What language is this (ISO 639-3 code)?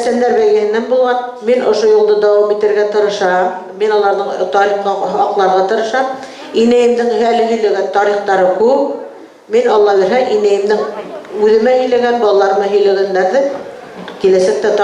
bak